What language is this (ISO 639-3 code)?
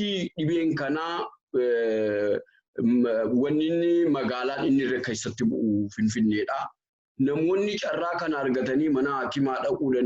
orm